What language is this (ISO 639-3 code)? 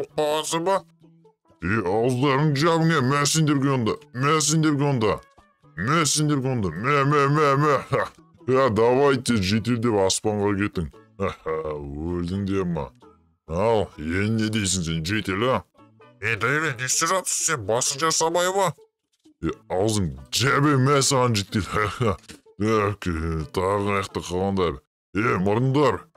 kaz